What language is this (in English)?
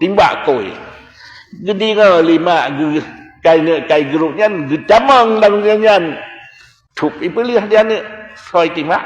Achinese